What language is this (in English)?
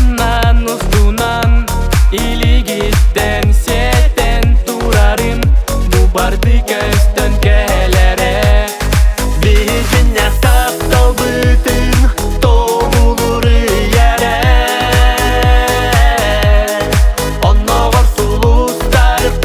Kazakh